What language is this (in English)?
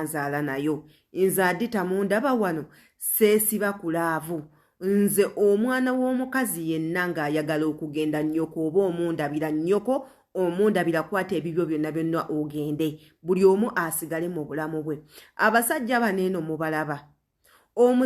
Ganda